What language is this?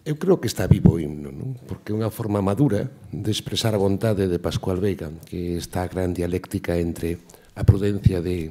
Galician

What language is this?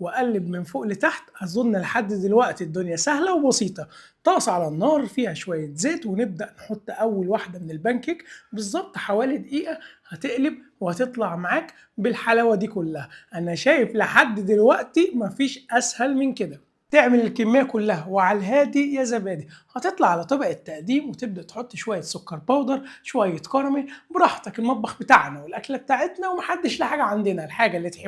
Egyptian Arabic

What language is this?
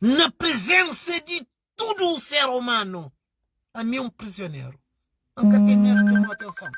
Kabuverdianu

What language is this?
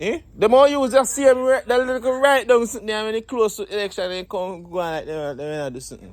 Jamaican Creole English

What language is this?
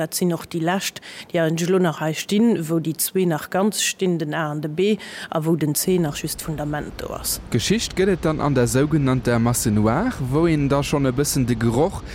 Luxembourgish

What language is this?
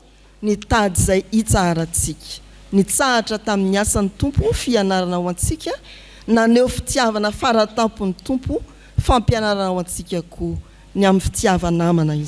Malagasy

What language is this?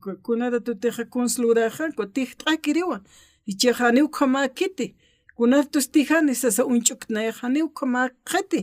Aymara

